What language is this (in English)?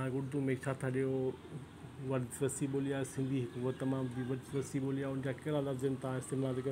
Sindhi